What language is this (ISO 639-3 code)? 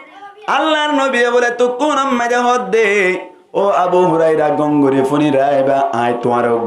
rhg